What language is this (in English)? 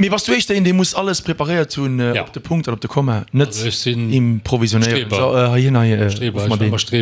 Luxembourgish